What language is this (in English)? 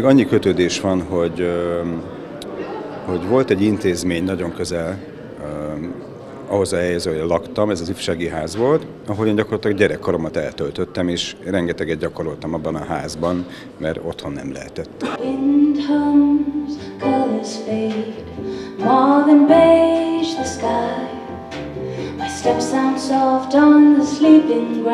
Hungarian